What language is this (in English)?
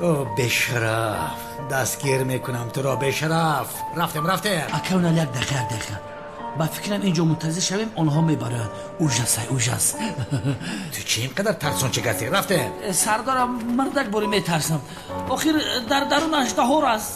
Tajik